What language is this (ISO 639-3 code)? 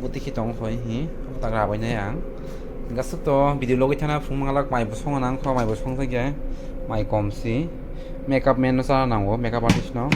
trp